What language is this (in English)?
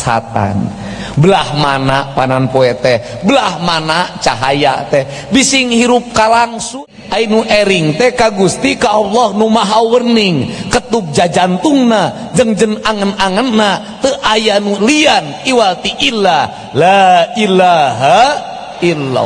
Sundanese